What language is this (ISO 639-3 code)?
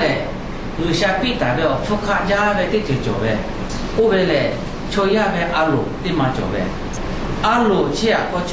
lhu